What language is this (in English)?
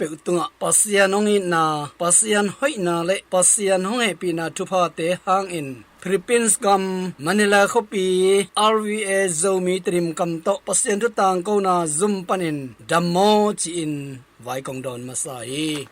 Tedim Chin